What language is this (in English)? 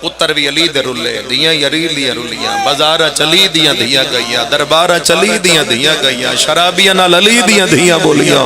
Pahari-Potwari